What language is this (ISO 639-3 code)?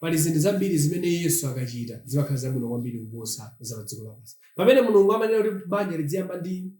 nya